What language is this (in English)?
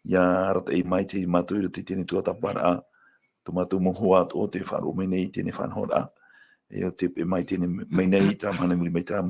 Tahitian